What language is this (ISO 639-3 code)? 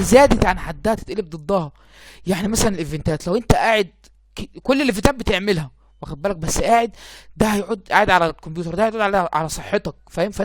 arz